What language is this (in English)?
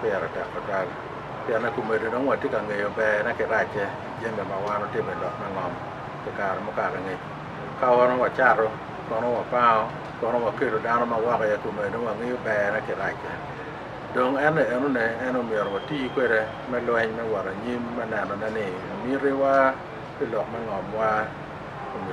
Acoli